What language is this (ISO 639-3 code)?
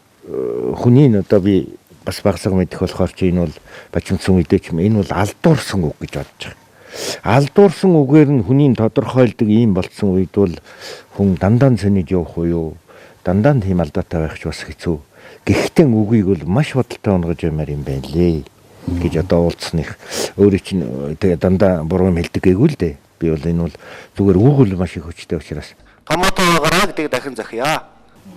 mon